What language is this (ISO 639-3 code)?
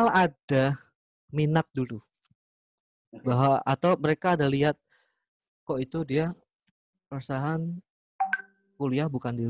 ind